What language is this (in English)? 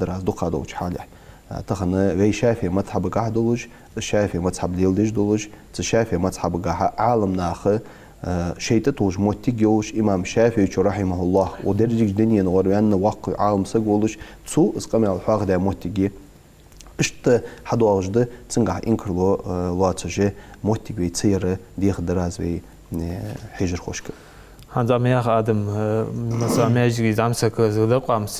Ingush